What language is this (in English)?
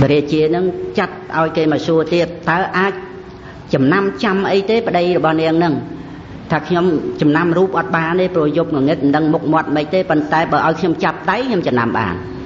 Khmer